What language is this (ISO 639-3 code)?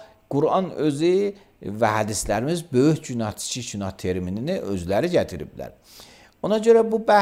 aze